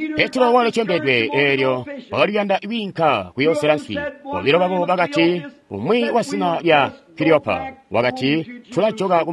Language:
Tonga (Zambia)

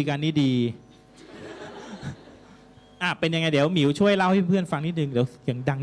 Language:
Thai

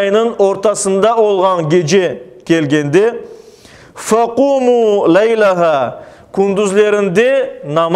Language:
Crimean Tatar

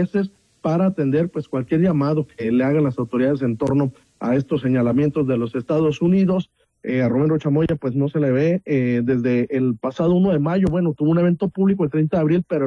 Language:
Spanish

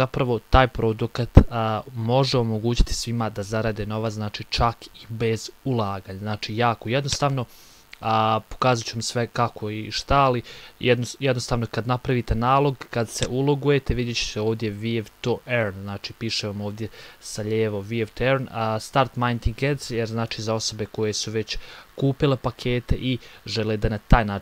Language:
Bosnian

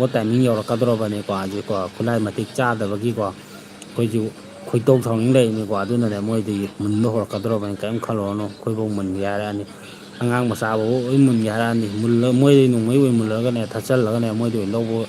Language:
Manipuri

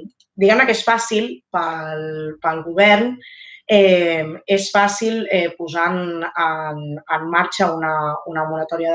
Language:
Catalan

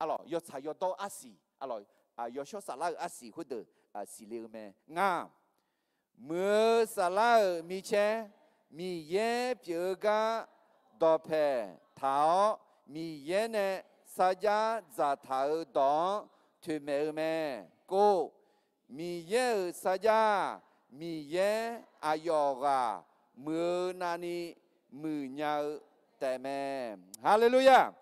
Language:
Akha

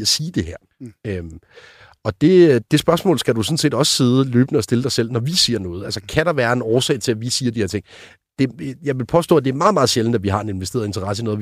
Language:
Danish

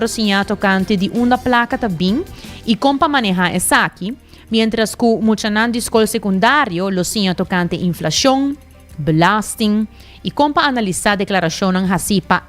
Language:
Papiamento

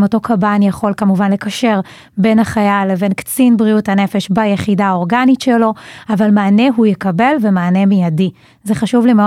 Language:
Hebrew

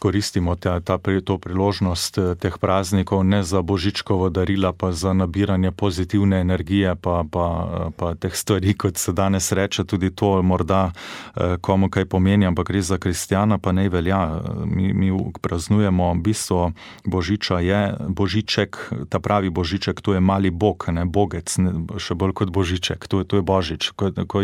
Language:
Slovenian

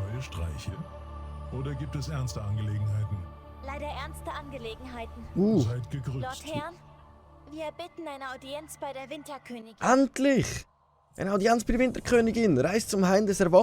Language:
Swiss German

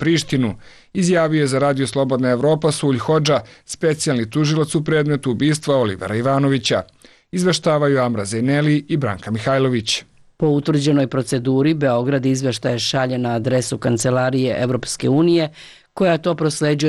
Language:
Serbian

